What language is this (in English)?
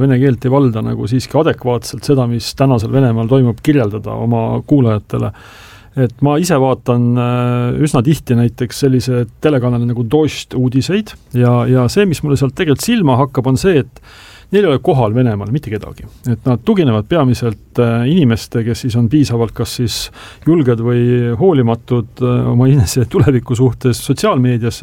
Estonian